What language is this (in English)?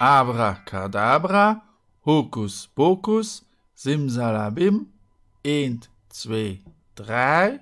Luxembourgish